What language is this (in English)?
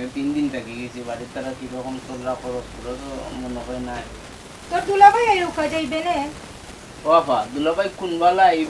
Sylheti